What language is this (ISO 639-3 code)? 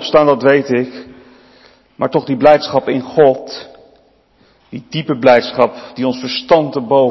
nld